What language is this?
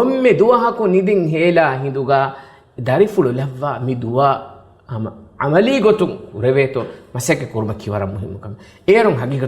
Divehi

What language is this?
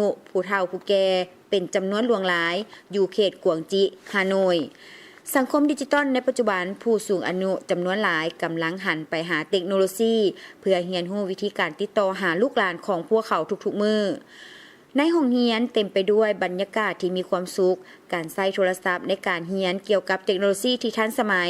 Lao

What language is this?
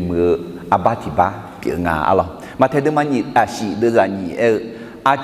Akha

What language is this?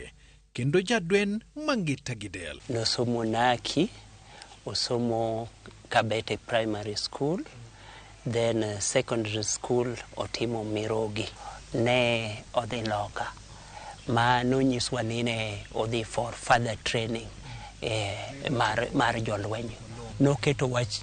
Luo (Kenya and Tanzania)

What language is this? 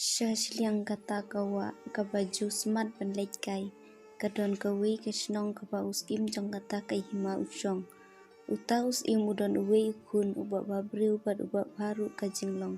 Khasi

